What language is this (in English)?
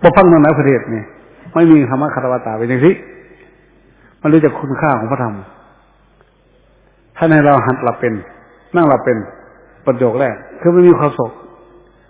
Thai